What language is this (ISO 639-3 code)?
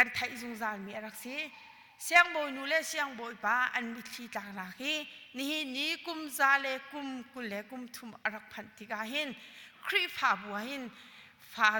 cnh